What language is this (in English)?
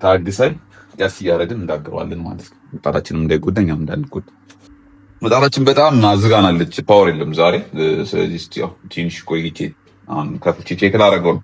Amharic